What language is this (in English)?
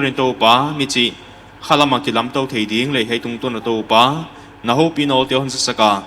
Paite Chin